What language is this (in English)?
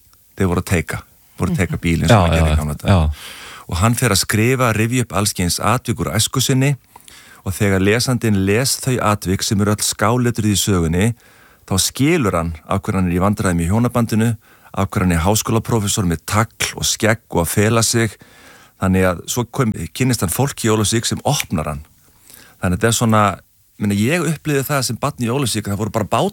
Icelandic